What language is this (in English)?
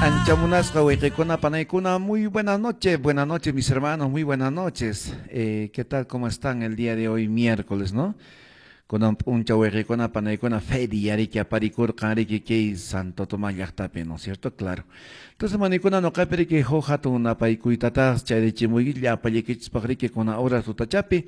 Quechua